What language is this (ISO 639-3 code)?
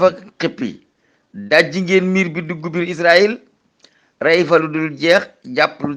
wol